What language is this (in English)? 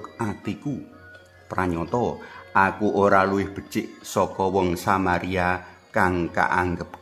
Javanese